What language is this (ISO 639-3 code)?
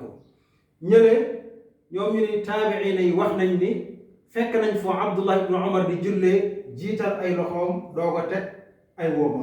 wol